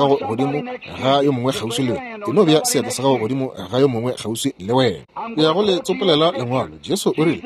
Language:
Northern Sotho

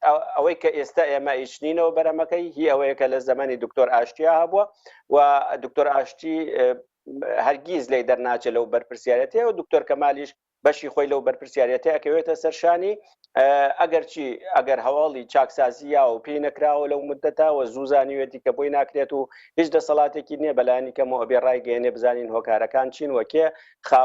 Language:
Central Kurdish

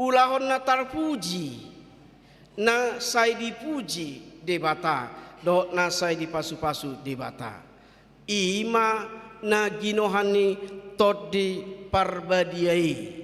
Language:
Batak Toba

